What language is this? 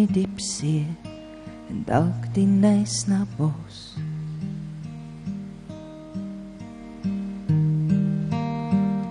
Afrikaans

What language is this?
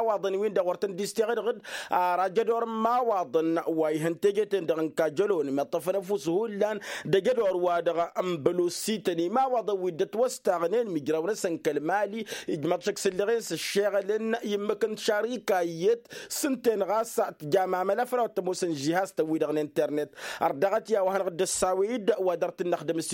Tamasheq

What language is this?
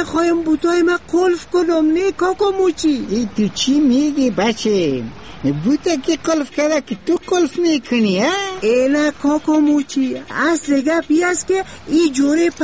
Persian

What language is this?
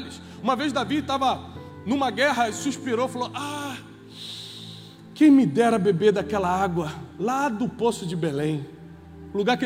Portuguese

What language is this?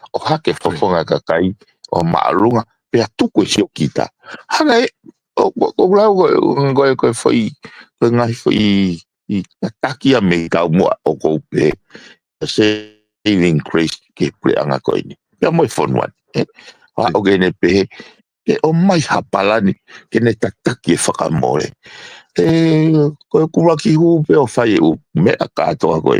Tongan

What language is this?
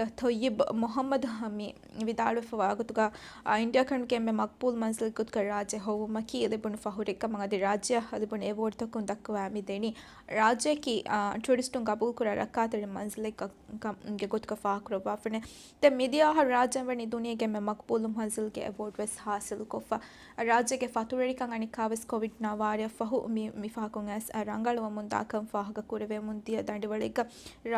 Divehi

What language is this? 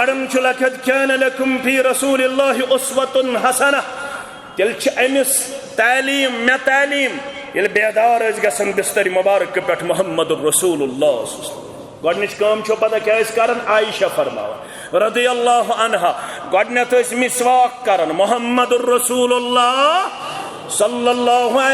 Kashmiri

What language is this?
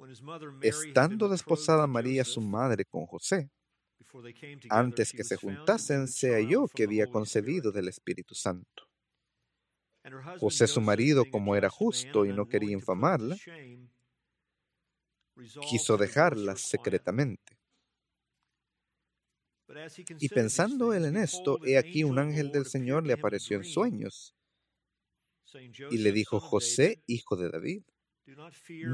Spanish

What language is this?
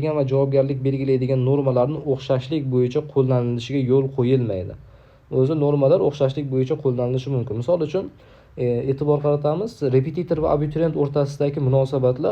Uzbek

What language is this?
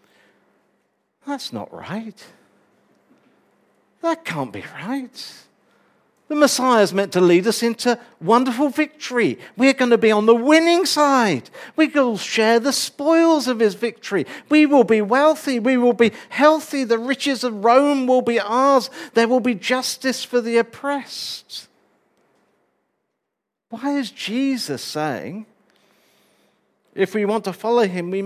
English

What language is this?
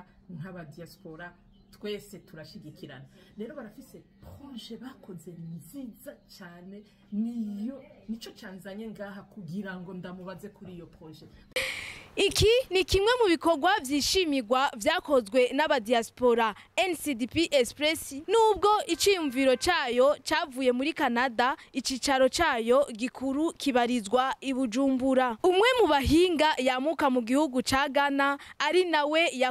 Rundi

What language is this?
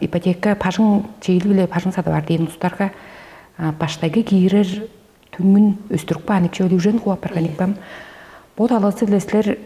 Tuvinian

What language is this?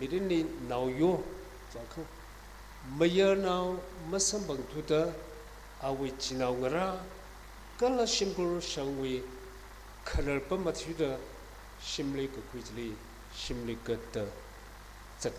Tangkhul Naga (India)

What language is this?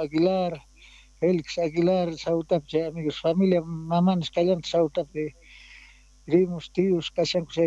Quechua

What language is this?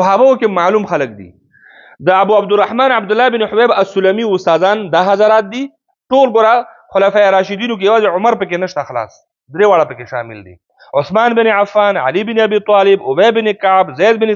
Pashto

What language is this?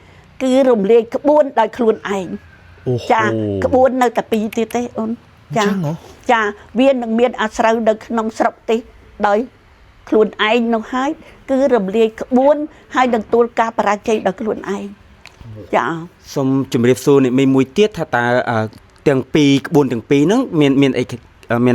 Khmer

